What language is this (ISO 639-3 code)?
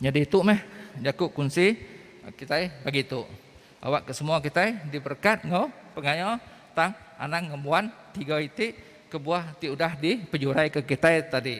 iba